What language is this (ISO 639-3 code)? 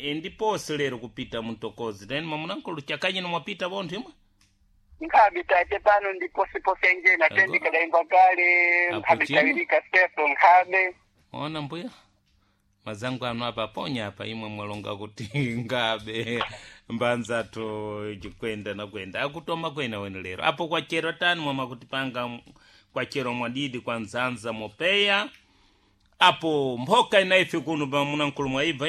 seh